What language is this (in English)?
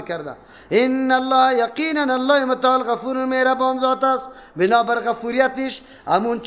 Persian